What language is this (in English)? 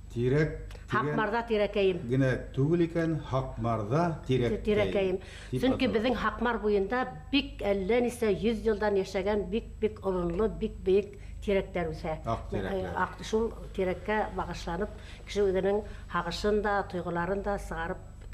Bashkir